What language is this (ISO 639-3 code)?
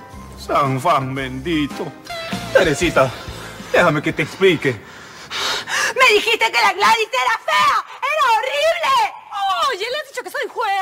spa